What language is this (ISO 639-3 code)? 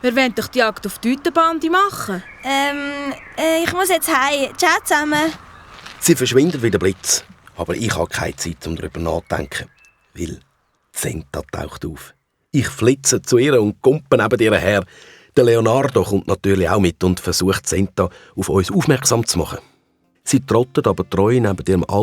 gsw